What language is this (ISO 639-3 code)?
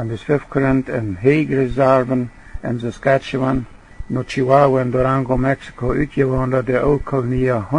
pdt